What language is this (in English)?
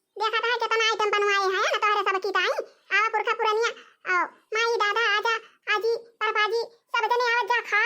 Awadhi